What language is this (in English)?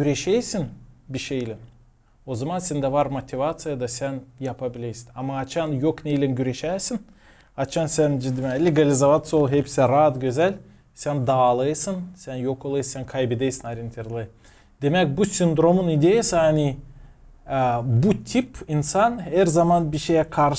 Gagauz